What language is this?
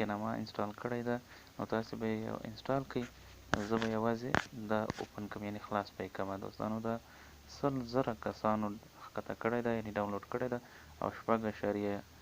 Pashto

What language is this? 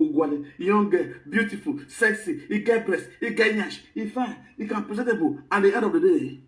Nigerian Pidgin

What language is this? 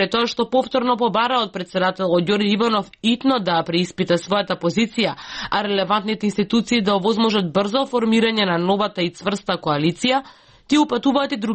Macedonian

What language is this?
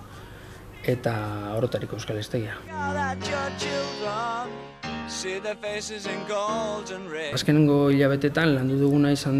Basque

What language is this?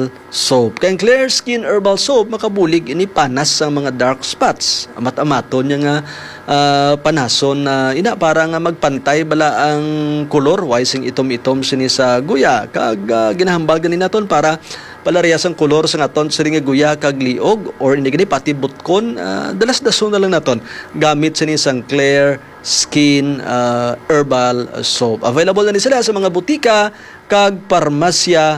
Hiligaynon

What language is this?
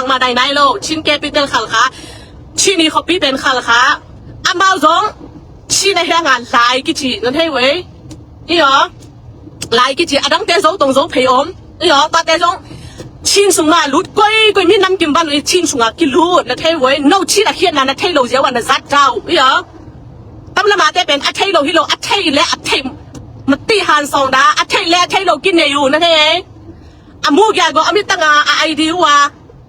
Tedim Chin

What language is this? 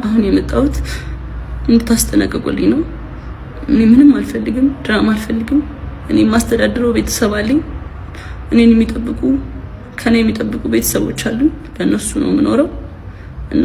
Amharic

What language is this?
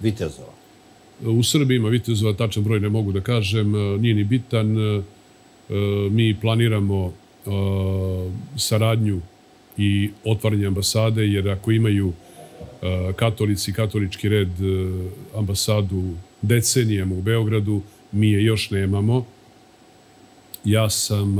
Serbian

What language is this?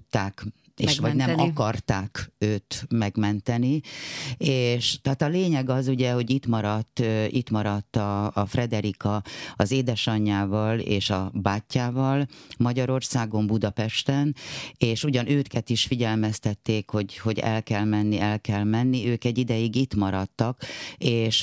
Hungarian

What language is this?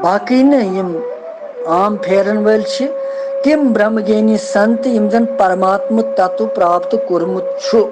Kashmiri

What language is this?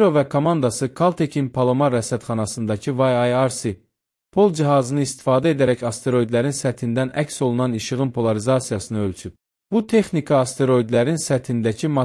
Azerbaijani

